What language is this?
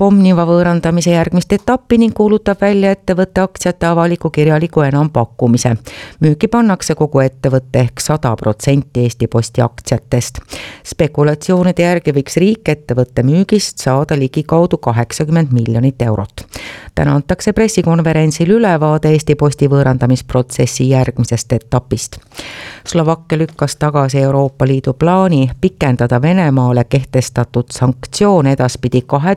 Estonian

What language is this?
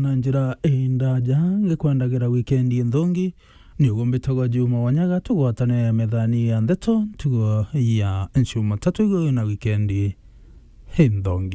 Meru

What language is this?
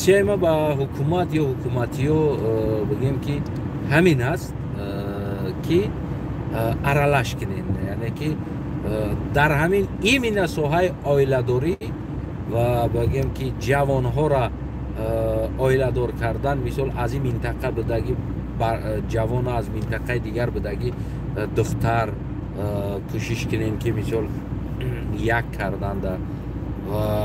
Tajik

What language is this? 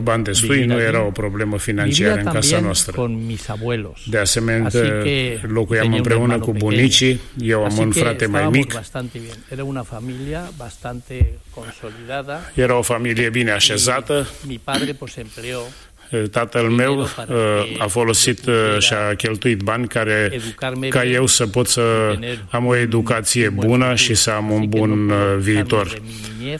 Romanian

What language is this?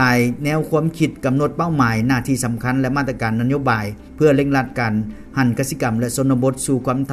Lao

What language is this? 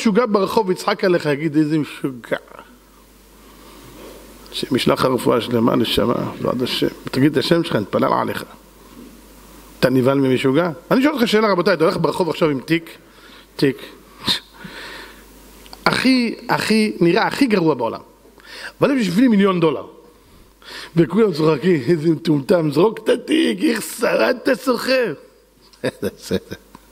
Hebrew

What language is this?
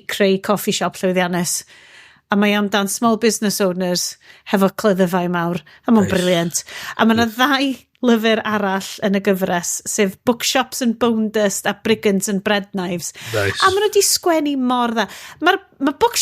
Welsh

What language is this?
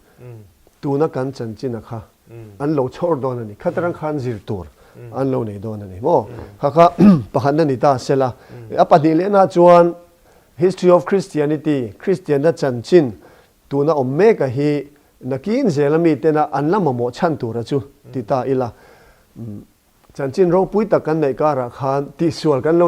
Mizo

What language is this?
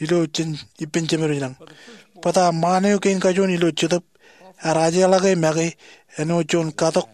Marshallese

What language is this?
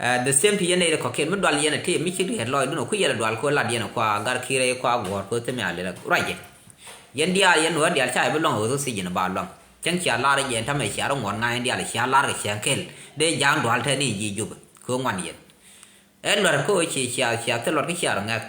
Nuer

